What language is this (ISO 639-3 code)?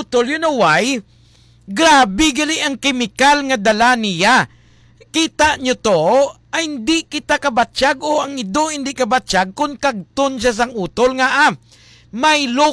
hil